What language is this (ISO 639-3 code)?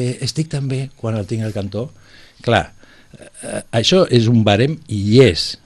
cat